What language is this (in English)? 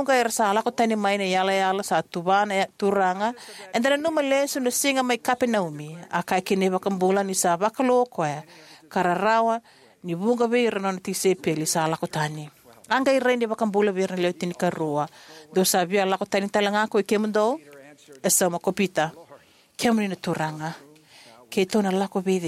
Fijian